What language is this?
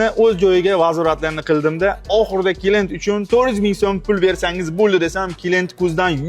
Uzbek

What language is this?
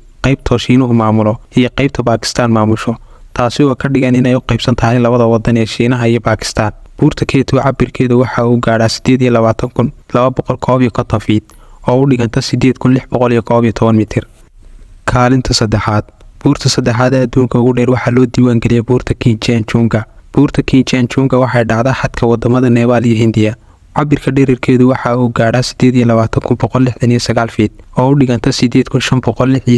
Somali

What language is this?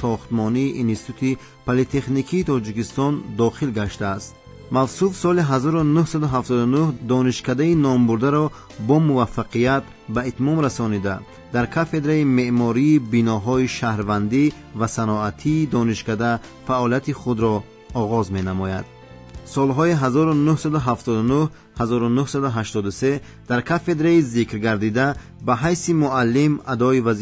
Tajik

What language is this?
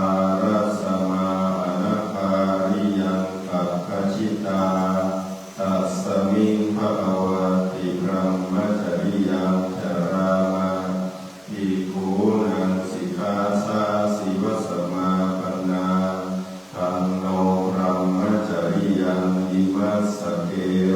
Pali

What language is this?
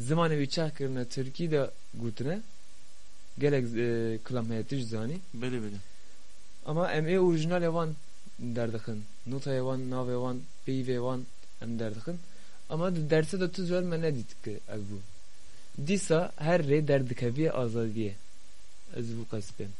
Kurdish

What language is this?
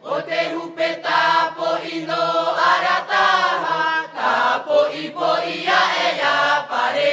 Tahitian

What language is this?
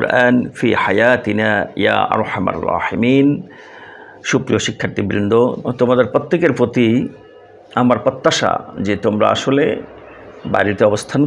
Bangla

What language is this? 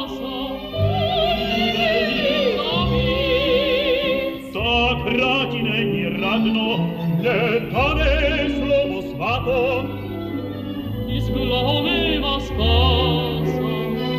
Czech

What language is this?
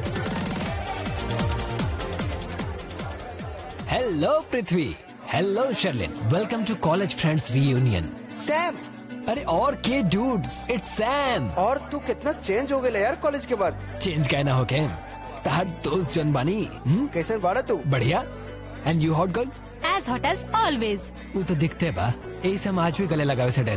Bhojpuri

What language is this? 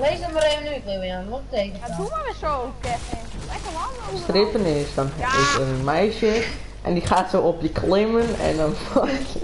Western Frisian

